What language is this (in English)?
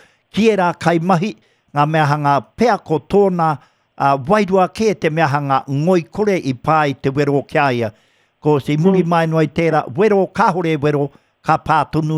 Māori